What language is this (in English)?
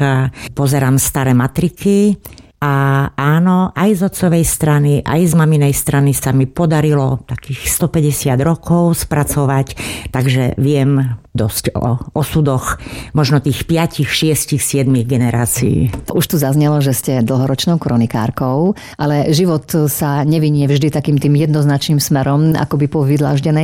Slovak